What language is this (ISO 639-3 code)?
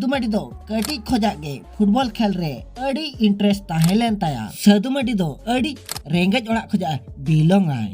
sat